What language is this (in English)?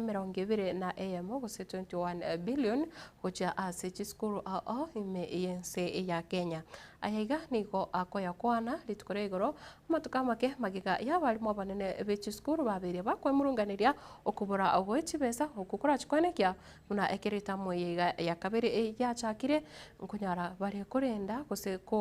Gusii